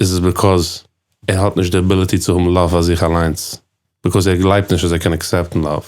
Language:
Yiddish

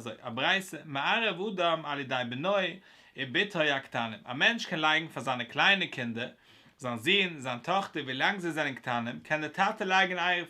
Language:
Yiddish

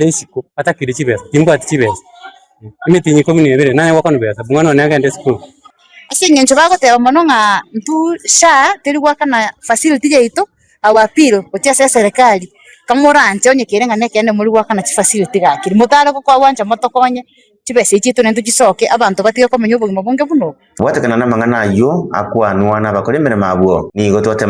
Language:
Gusii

